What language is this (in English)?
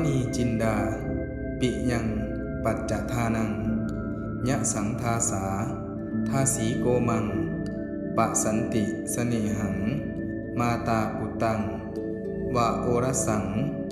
Pali